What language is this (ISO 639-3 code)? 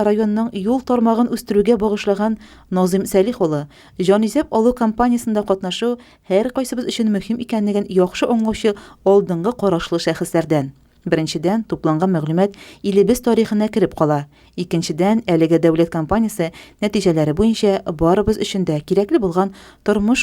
tat